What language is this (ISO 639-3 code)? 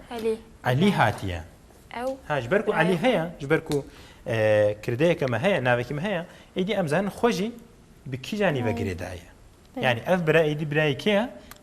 kur